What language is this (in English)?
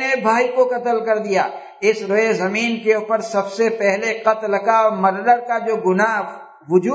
Urdu